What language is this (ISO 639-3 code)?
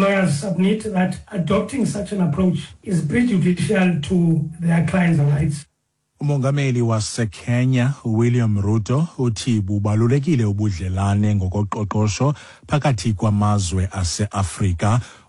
xho